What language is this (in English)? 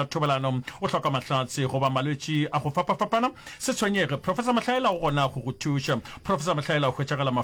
Northern Sotho